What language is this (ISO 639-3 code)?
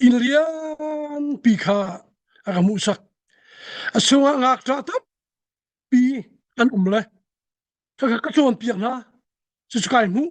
cnh